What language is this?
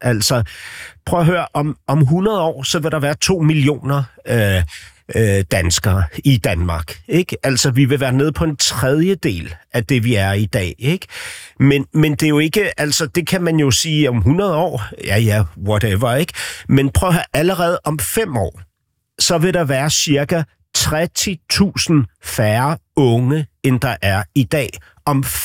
Danish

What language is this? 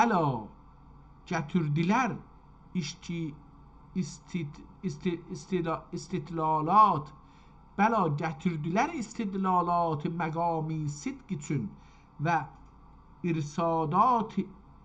South Azerbaijani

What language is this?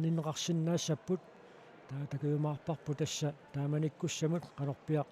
Kalaallisut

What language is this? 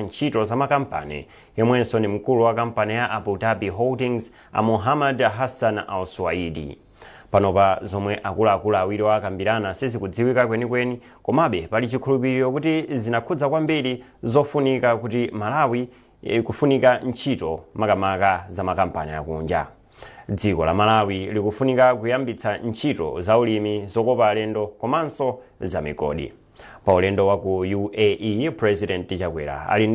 Nyanja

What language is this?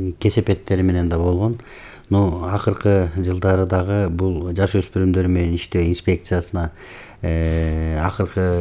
Kyrgyz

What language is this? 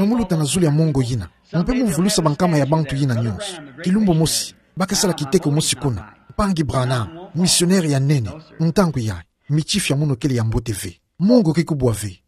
Kituba (Democratic Republic of Congo)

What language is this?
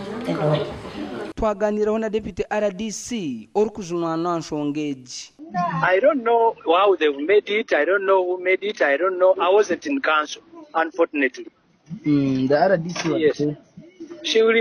Nyankole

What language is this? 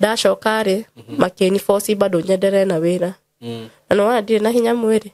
Kikuyu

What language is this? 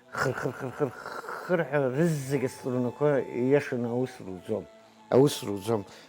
Abkhazian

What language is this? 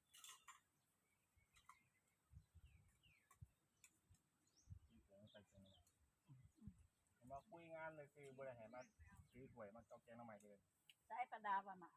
Northeastern Thai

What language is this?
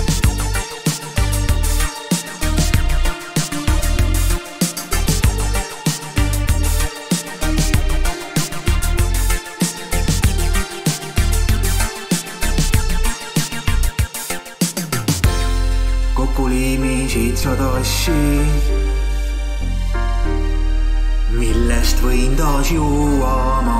Estonian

